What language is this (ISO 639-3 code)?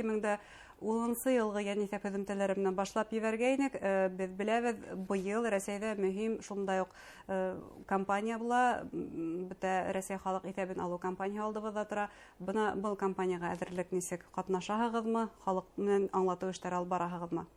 bak